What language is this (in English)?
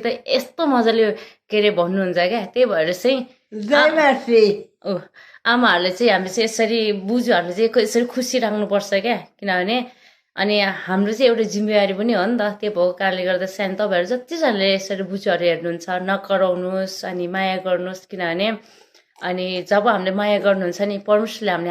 Nepali